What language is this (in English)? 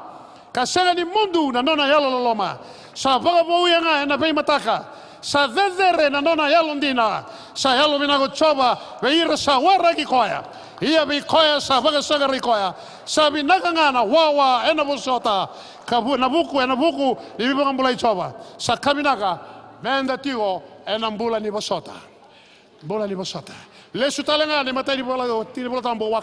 Fijian